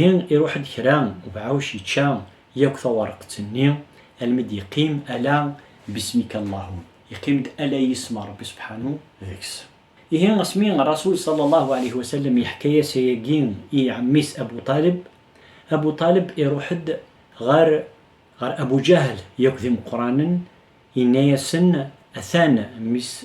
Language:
Kabyle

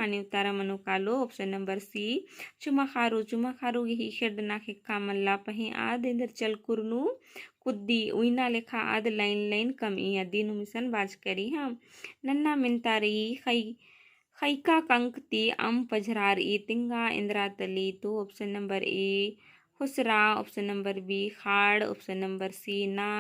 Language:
Kurukh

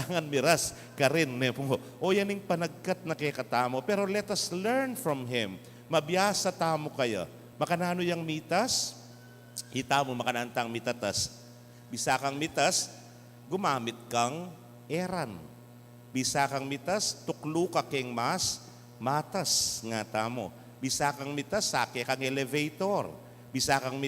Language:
Pampanga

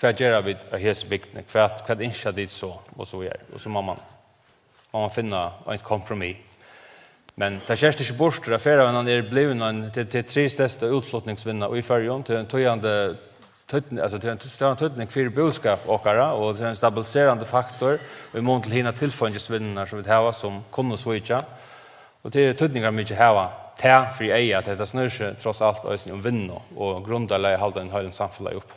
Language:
Faroese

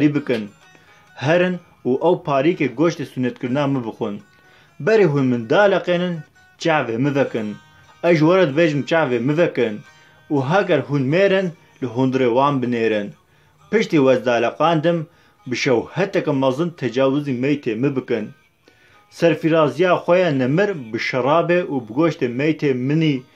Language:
Kurdish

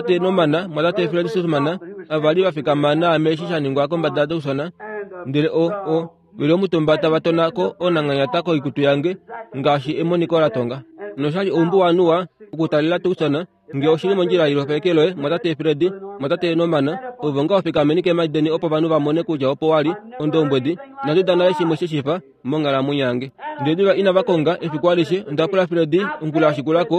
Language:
Kuanyama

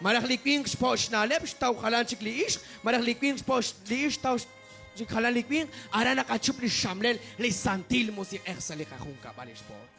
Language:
Kekchí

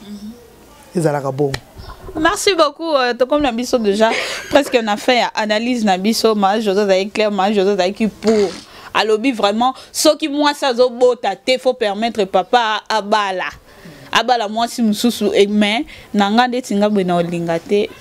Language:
Lingala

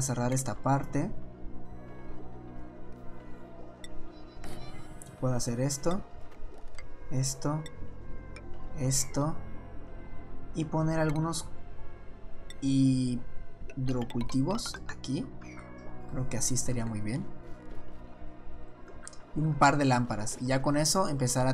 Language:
Spanish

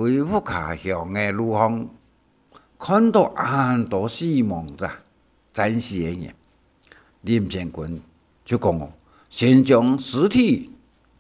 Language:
Hakka Chinese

